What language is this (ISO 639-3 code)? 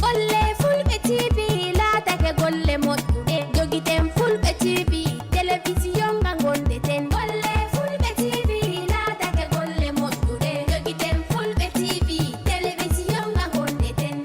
ful